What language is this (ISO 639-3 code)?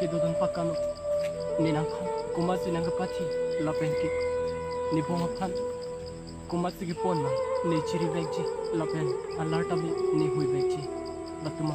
mjw